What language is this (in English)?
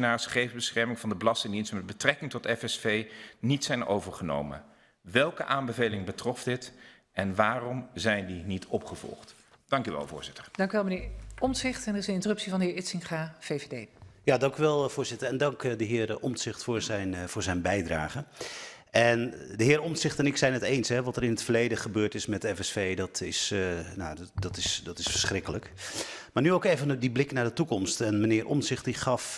Dutch